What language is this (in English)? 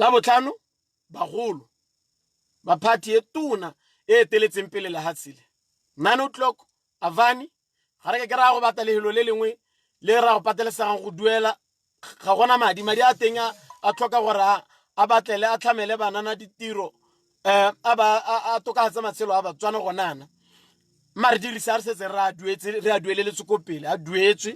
Tswana